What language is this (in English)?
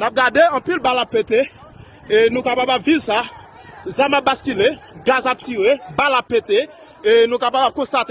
Haitian Creole